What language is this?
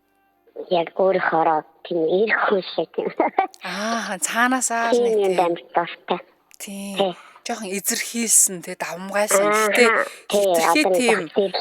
Mongolian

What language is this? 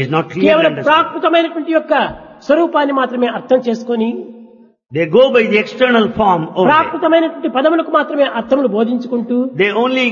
Telugu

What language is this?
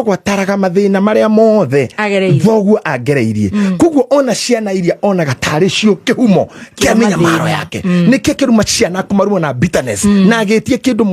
Kikuyu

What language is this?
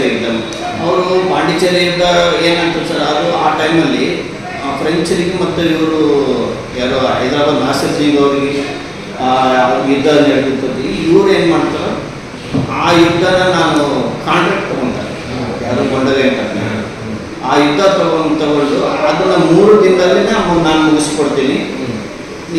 Kannada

